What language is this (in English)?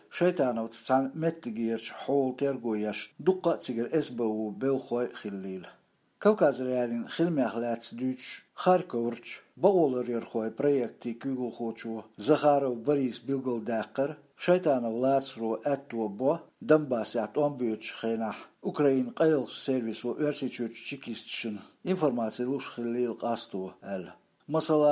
Chechen